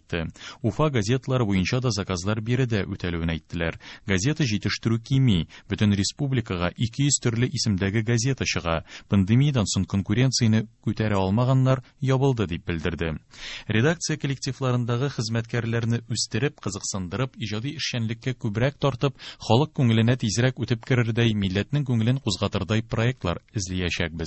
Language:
Tatar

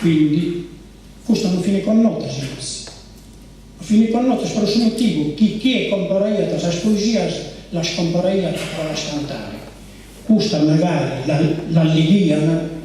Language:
Sardinian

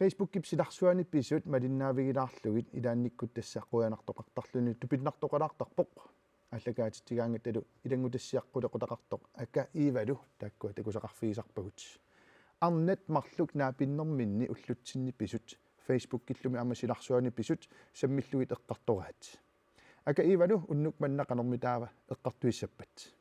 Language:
Kalaallisut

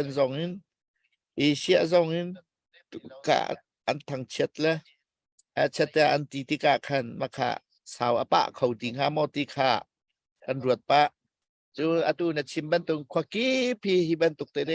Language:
Hakha Chin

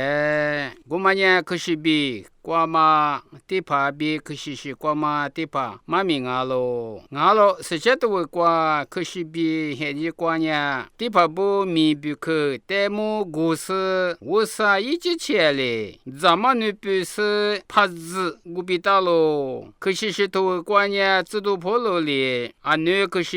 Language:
Lisu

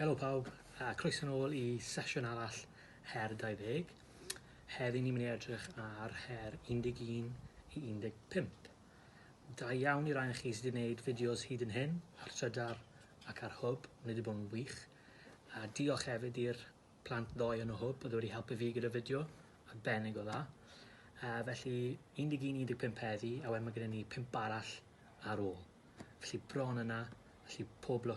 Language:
Welsh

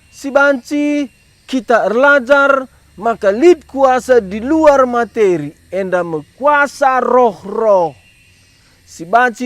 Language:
Batak Karo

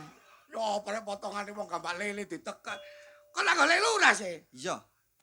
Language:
Javanese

